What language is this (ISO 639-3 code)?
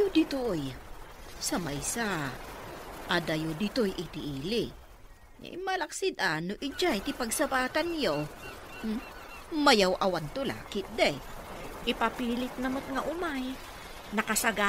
ilo